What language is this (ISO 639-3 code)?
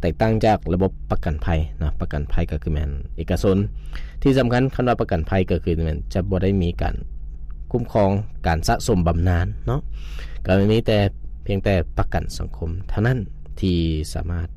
lao